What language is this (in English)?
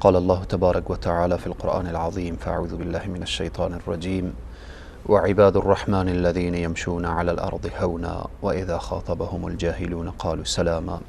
Persian